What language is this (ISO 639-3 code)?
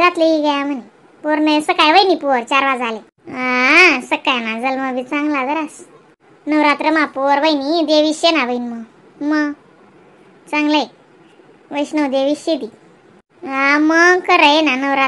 khn